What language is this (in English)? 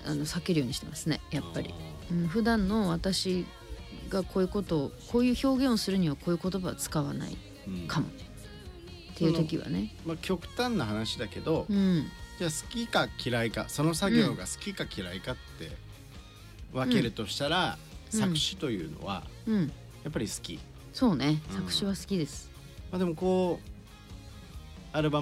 Japanese